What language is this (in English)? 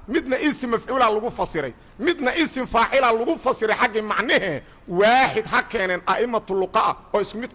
Somali